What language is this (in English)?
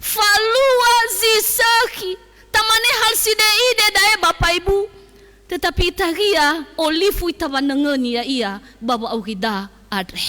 Nias